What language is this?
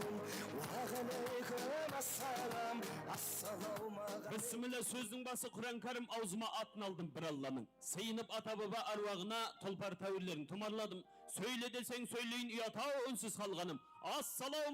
Kara-Kalpak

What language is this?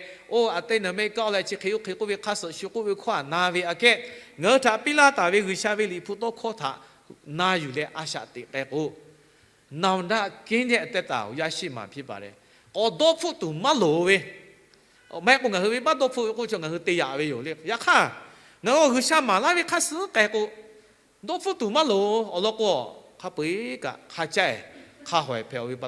Lahu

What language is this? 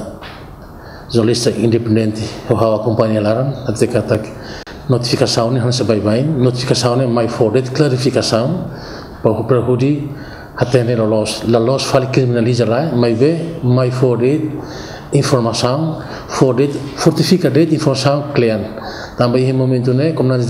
Tetum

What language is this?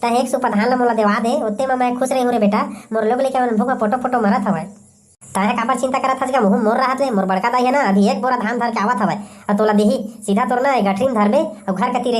Chhattisgarhi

